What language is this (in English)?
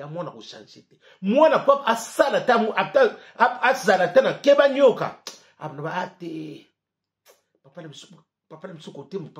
Lingala